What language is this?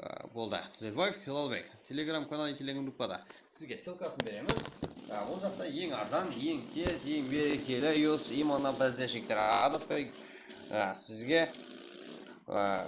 Kara-Kalpak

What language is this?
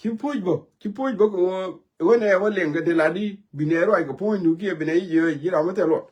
Nuer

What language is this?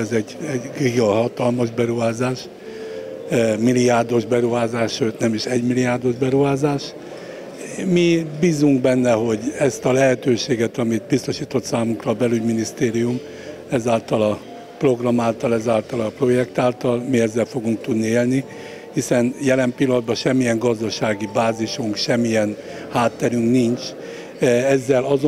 Hungarian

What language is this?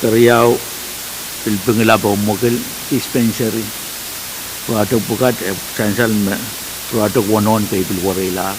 Pohnpeian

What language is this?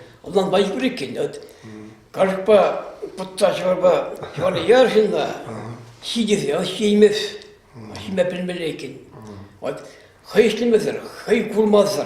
Chuvash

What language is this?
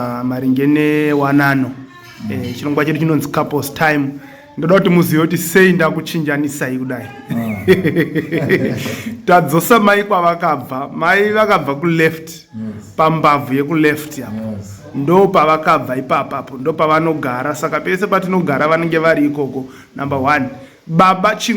Shona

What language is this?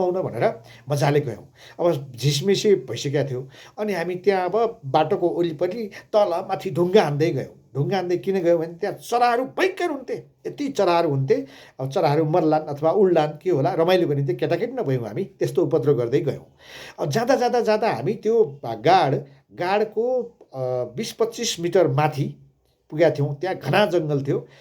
Nepali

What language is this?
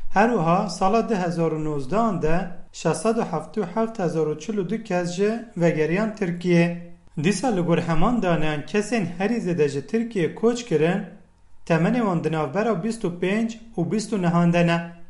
Kurdish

